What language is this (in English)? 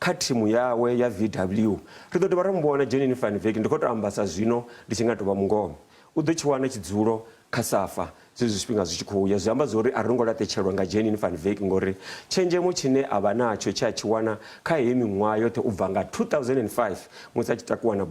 Venda